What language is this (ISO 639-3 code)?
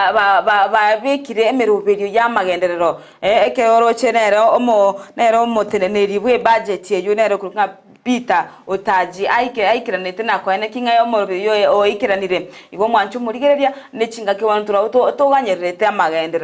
guz